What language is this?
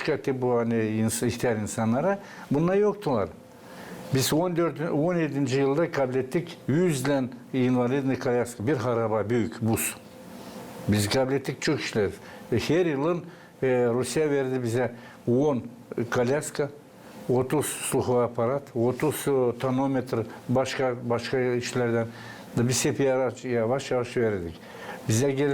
Gagauz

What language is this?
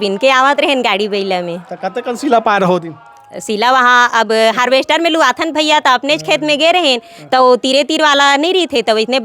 Chhattisgarhi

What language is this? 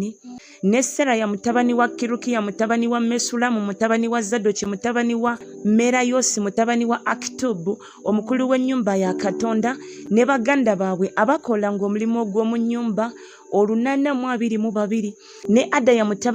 Ganda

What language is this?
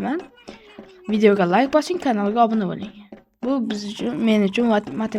Uzbek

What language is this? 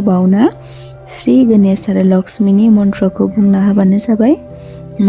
Bodo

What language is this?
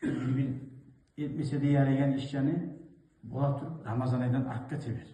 Kumyk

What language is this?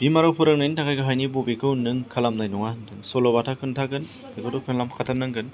Bodo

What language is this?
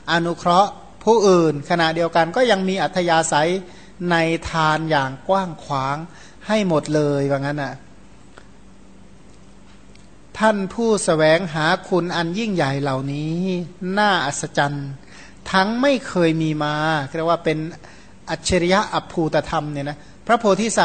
Thai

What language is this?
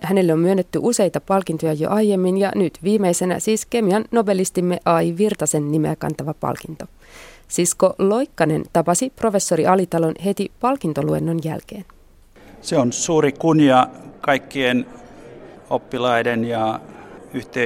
Finnish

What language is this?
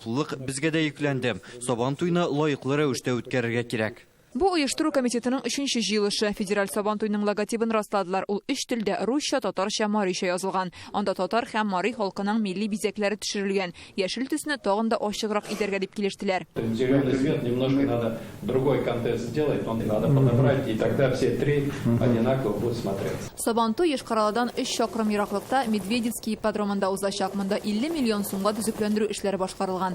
Tatar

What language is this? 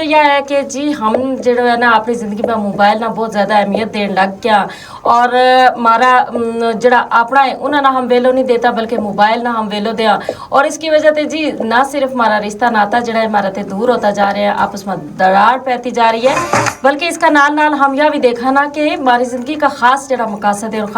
Gujari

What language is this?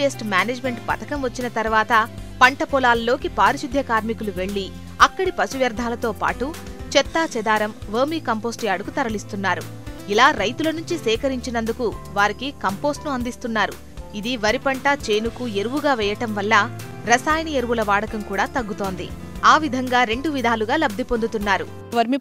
Telugu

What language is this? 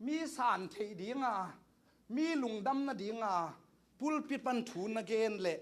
Tedim Chin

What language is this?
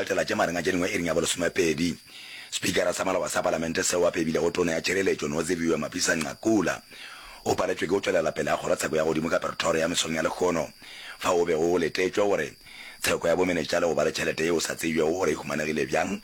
Northern Sotho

